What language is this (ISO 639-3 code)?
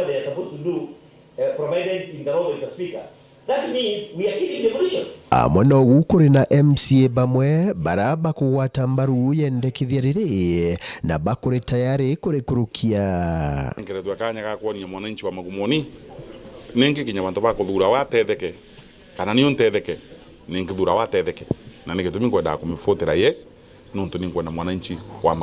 mer